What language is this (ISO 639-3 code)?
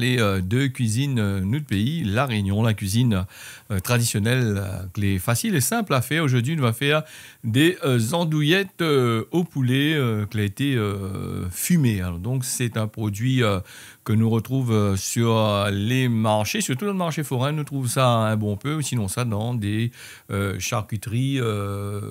rcf